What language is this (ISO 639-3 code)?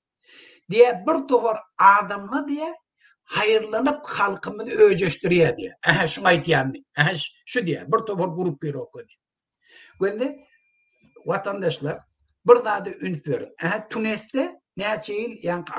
tuk